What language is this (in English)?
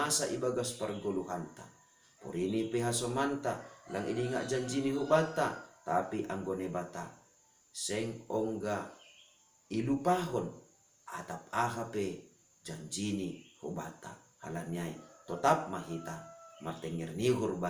Batak Simalungun